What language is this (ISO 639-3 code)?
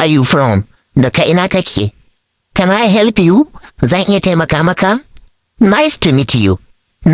hau